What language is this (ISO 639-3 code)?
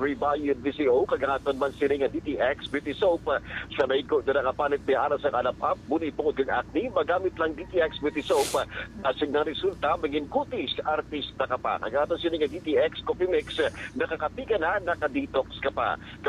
hil